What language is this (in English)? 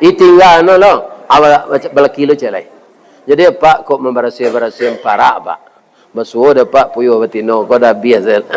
Minangkabau